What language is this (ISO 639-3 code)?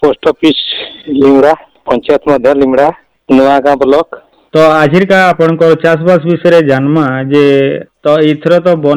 ori